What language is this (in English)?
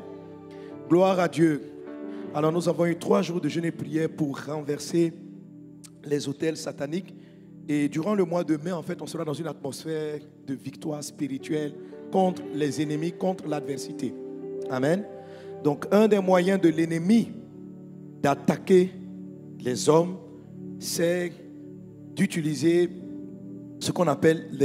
French